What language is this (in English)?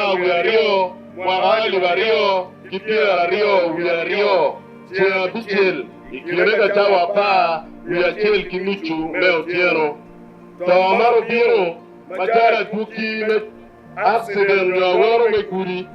Acoli